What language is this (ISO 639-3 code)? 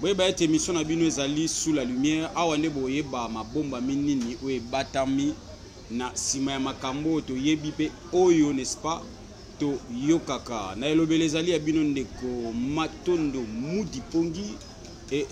lin